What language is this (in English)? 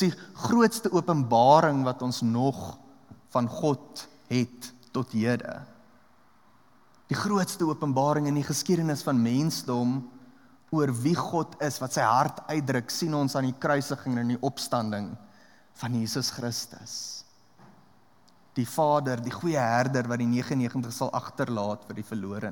Afrikaans